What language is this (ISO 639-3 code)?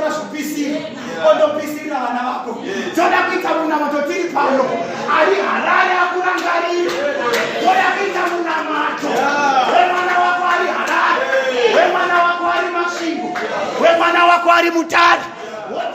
sna